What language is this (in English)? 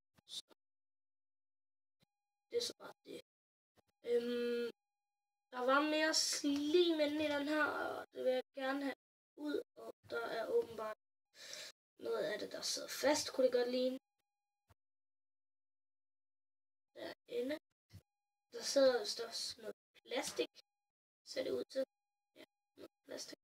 Danish